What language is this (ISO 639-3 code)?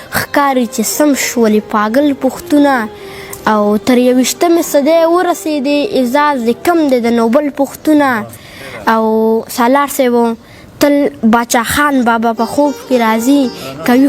pus